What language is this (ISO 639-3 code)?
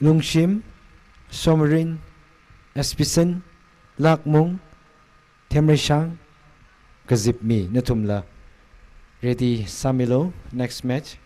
nmf